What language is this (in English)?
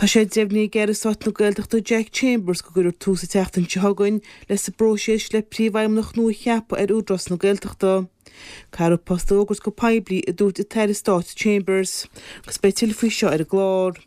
Irish